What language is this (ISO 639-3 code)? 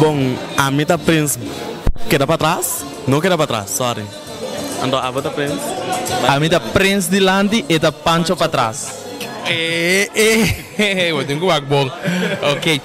pap